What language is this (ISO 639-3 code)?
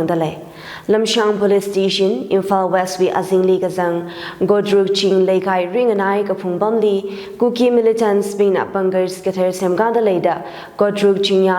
nmf